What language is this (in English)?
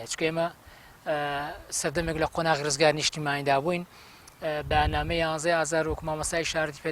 Central Kurdish